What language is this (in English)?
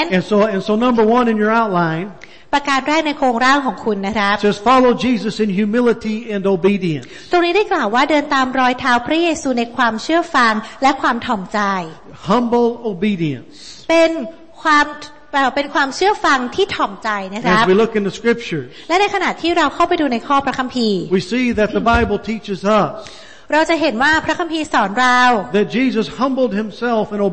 Thai